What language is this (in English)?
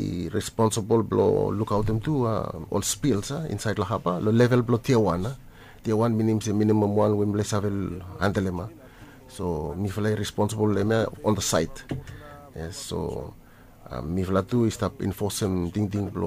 Bislama